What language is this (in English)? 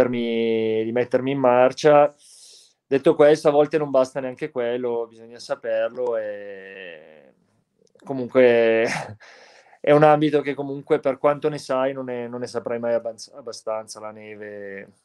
Italian